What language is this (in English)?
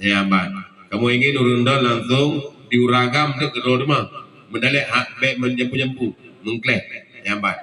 Achinese